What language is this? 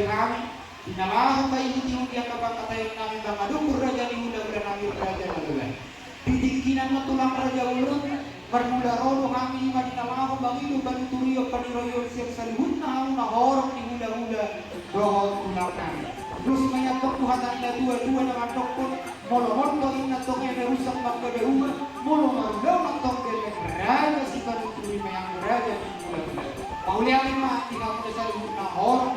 Batak Toba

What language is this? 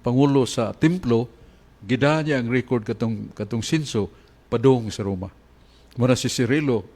Cebuano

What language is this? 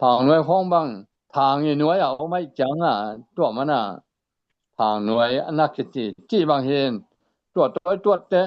Tedim Chin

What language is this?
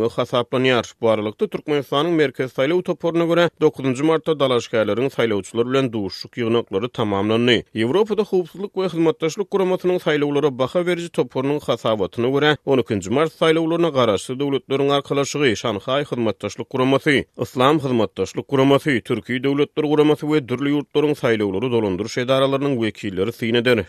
Turkmen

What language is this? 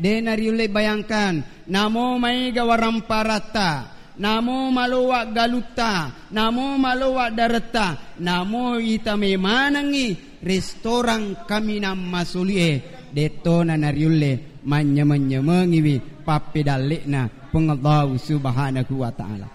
Buginese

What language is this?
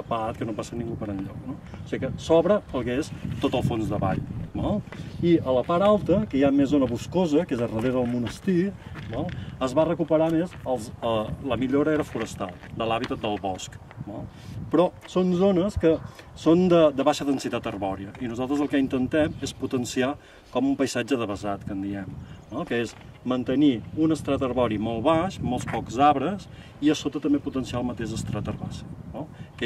Catalan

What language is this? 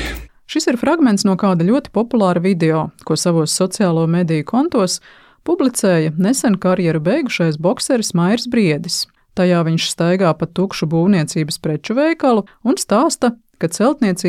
Latvian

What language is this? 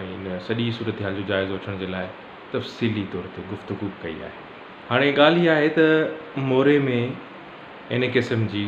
Sindhi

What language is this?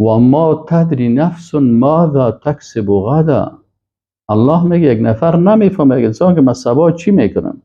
Persian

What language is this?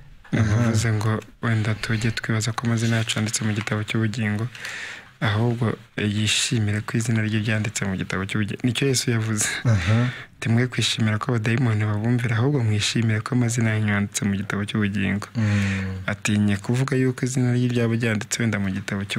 Kinyarwanda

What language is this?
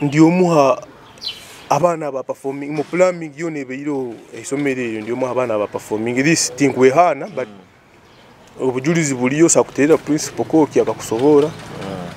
Nyoro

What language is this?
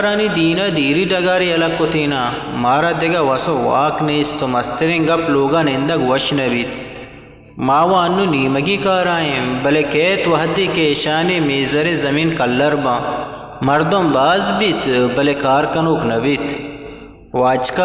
Eastern Balochi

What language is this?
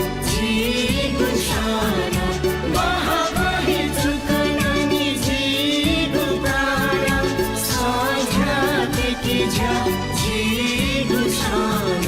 Newari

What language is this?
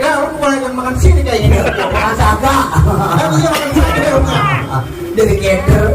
Betawi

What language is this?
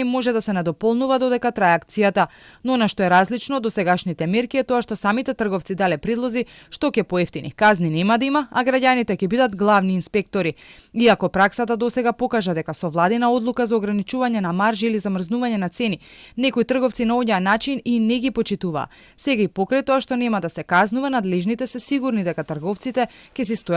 Macedonian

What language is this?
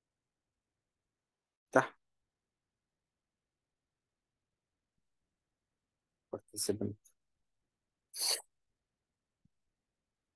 Egyptian Arabic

